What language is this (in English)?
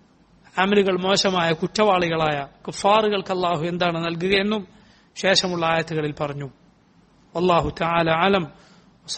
Malayalam